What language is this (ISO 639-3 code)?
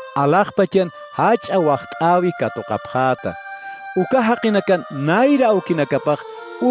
aym